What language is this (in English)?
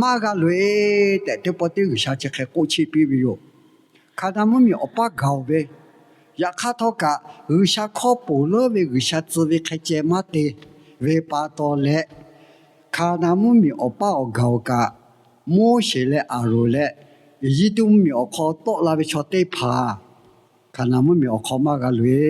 Lahu